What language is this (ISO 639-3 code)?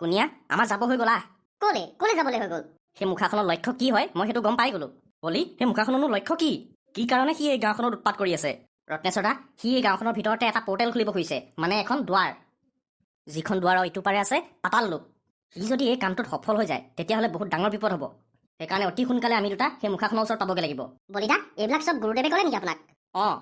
asm